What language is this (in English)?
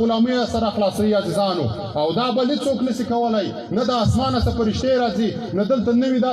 Pashto